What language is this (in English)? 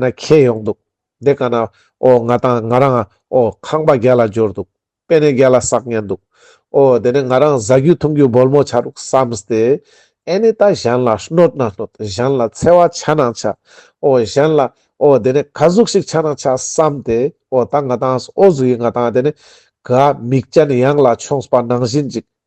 Ladakhi